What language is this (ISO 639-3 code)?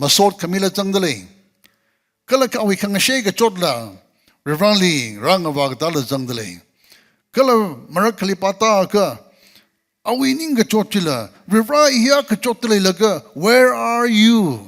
nmf